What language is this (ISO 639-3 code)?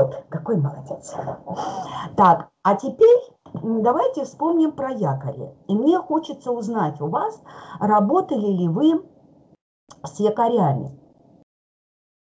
rus